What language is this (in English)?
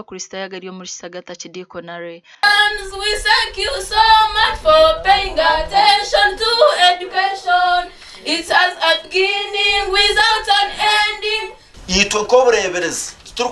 Nyankole